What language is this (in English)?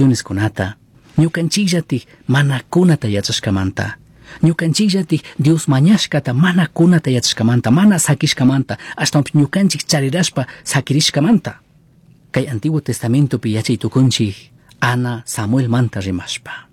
Chimborazo Highland Quichua